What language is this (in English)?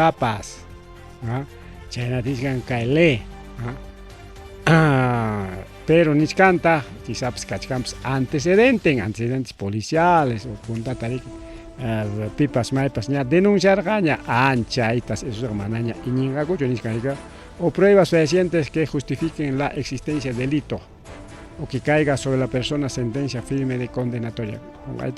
Ayacucho Quechua